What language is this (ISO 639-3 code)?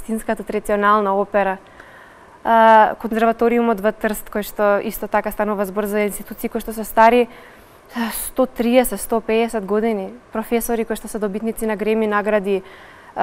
mkd